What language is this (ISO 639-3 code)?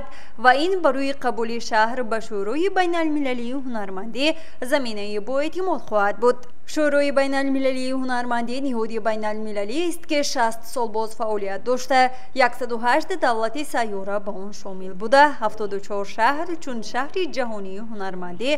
tgk